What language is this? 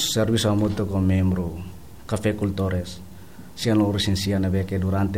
Tetum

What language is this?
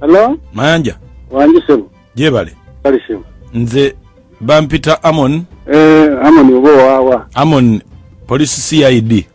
Ganda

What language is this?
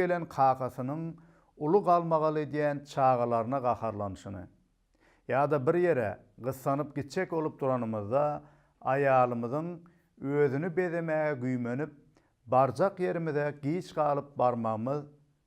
Turkmen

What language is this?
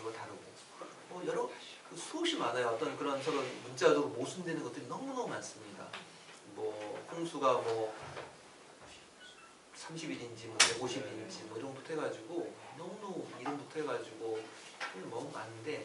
Korean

